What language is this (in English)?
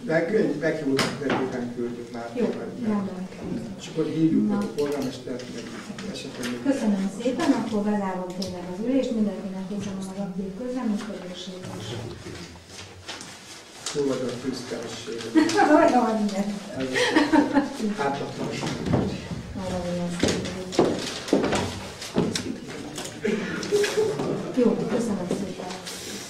Hungarian